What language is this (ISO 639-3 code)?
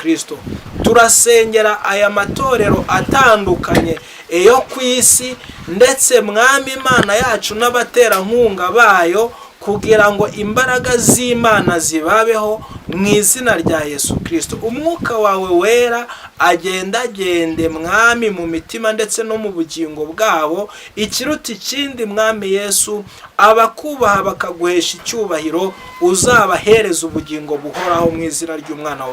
kin